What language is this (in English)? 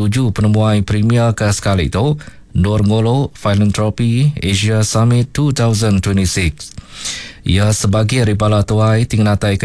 Iban